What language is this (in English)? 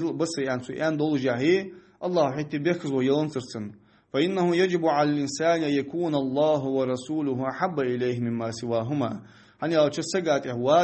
Ingush